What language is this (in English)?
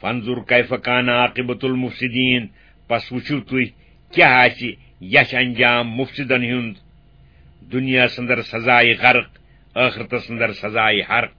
Kashmiri